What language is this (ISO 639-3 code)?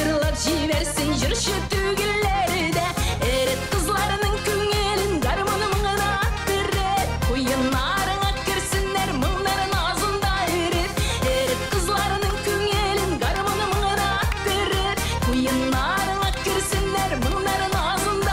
tat